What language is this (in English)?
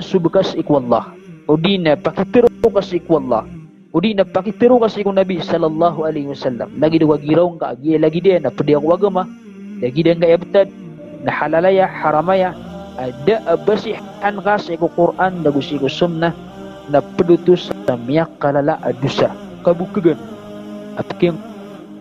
Maranao